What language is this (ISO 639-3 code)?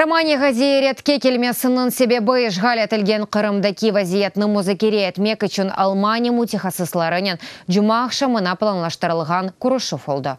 crh